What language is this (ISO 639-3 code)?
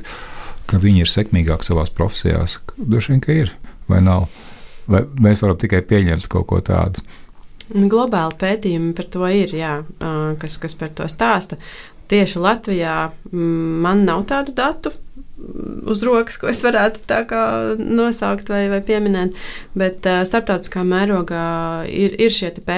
lav